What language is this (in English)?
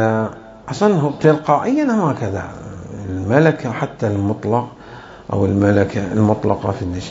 Mesopotamian Arabic